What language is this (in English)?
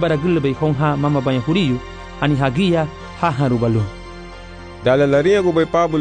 Garifuna